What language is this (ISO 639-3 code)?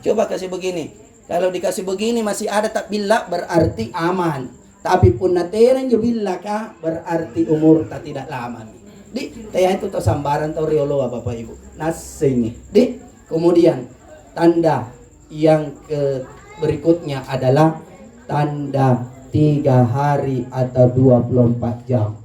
mak